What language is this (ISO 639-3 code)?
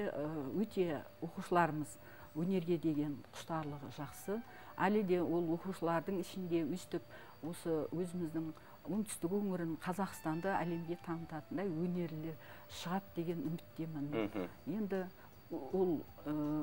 kaz